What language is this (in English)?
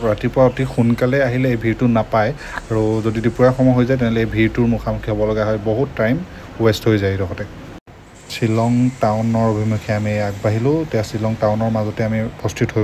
Assamese